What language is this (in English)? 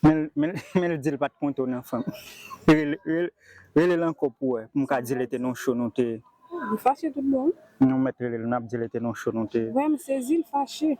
Haitian Creole